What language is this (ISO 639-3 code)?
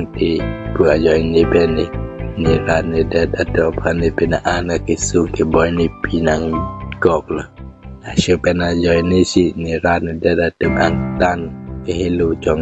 mjw